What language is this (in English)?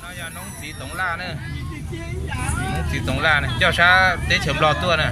Hmong